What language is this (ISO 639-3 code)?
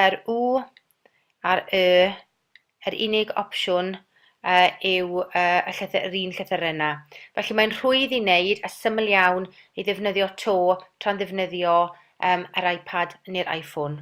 cym